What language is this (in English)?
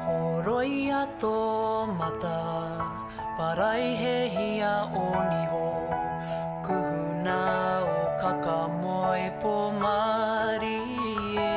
Māori